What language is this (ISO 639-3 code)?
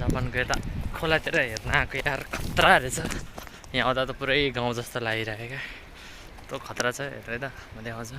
nep